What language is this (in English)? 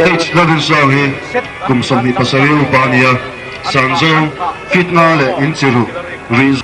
Mizo